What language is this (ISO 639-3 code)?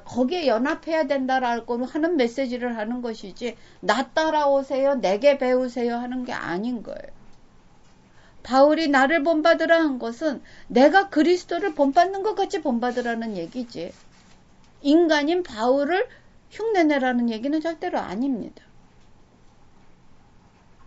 kor